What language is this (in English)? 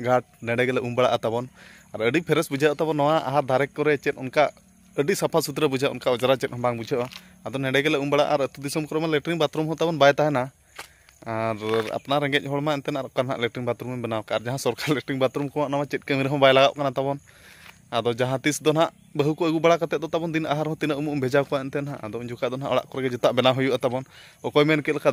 Santali